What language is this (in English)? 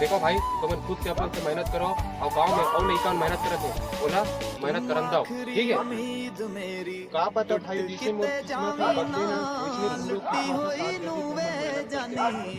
Chhattisgarhi